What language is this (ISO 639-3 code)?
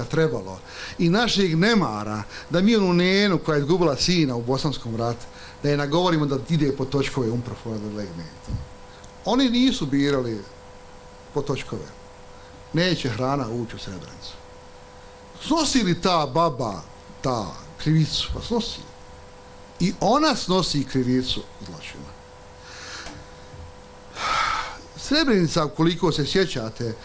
bos